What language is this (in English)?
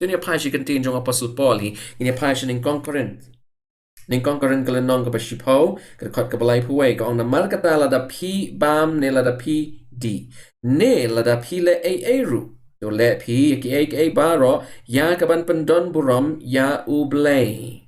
Khasi